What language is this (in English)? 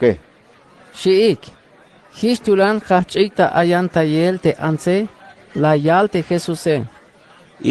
Tzeltal